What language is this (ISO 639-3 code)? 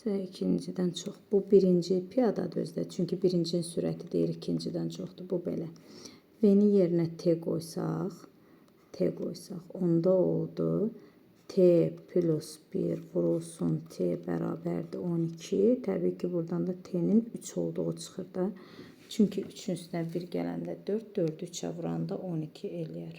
aze